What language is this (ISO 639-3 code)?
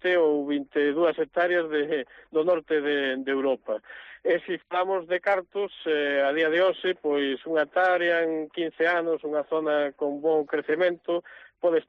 glg